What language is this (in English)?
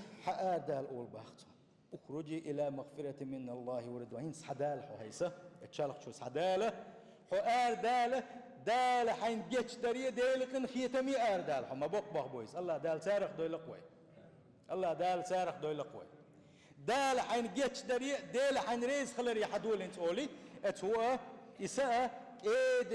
Chechen